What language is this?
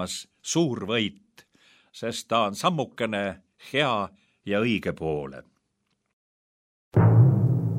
Estonian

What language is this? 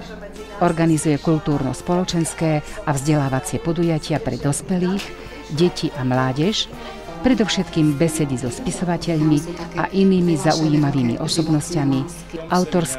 Slovak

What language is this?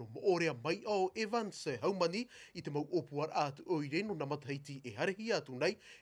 Tahitian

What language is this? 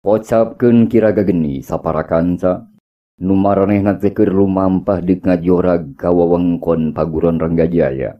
Sundanese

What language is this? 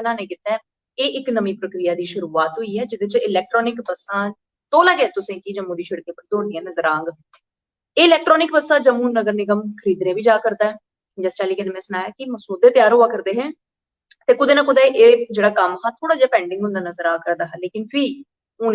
Dogri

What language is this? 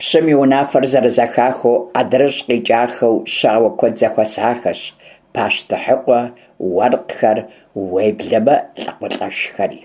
Kabardian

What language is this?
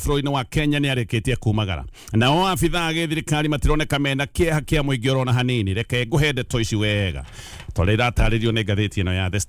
Kikuyu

